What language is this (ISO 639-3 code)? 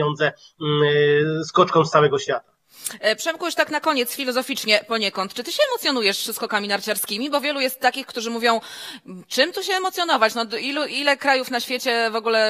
pol